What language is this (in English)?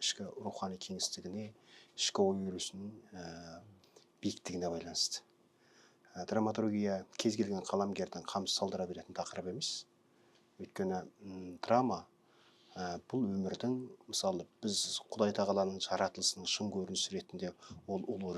Kazakh